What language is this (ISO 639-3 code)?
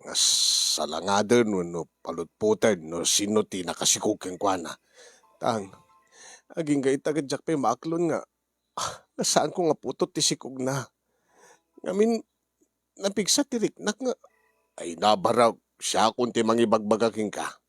ilo